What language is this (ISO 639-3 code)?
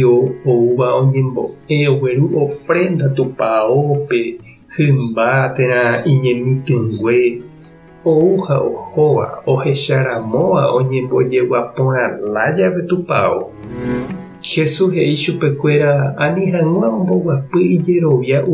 grn